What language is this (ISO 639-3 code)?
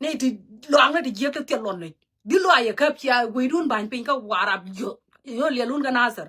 nus